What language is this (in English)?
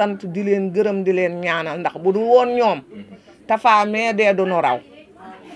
Wolof